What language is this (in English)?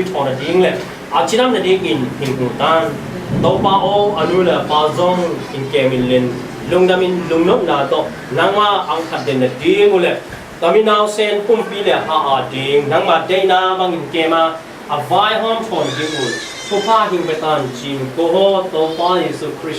Tedim Chin